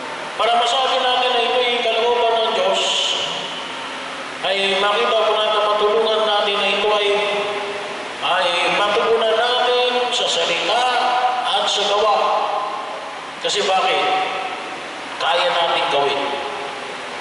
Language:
Filipino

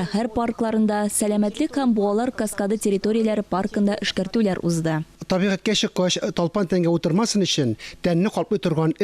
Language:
Tatar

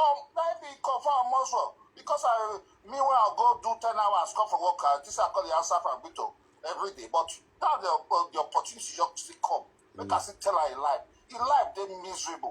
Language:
Nigerian Pidgin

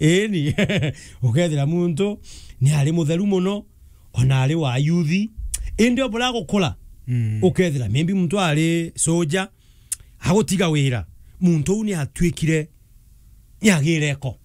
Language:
Meru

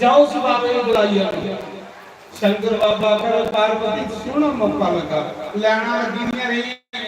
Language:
Dogri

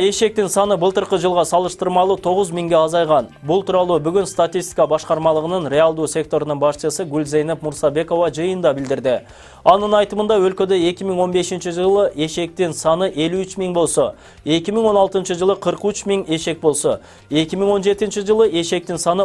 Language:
Kyrgyz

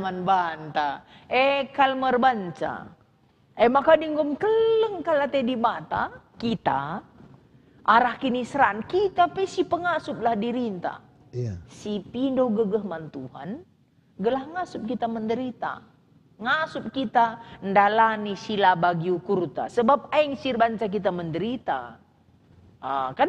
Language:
Batak Karo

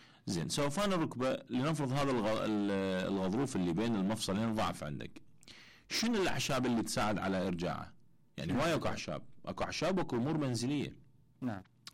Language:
Mesopotamian Arabic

